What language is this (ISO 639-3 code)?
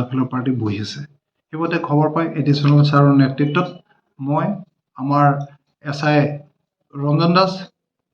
asm